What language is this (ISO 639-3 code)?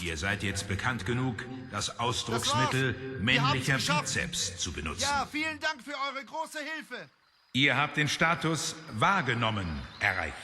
gsw